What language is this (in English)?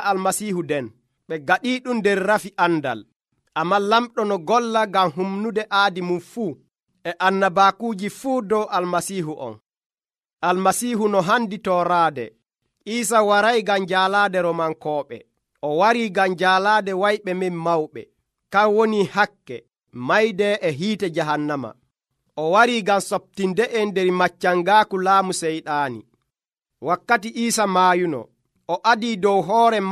Nigerian Fulfulde